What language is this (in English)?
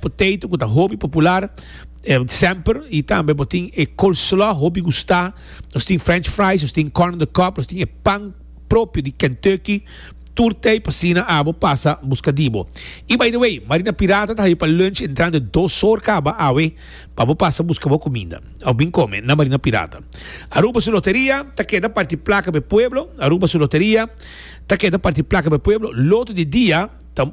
Papiamento